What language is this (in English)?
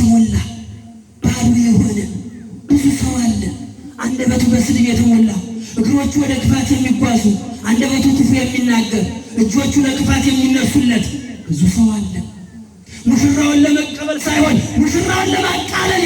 Amharic